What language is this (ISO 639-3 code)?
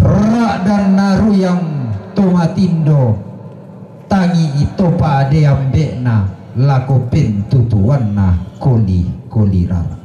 sda